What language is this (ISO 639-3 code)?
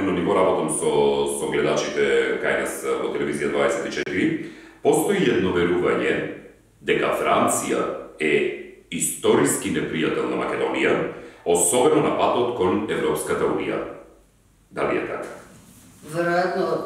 mkd